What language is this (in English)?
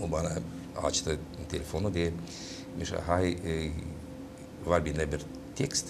Gagauz